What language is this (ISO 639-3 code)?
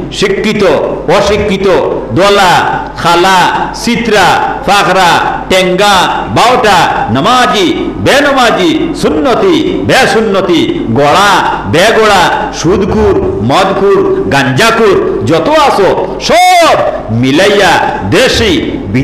syl